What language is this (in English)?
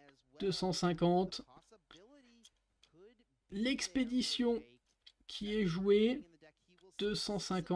French